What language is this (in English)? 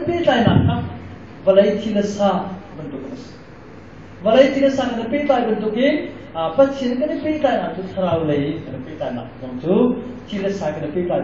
Hakha Chin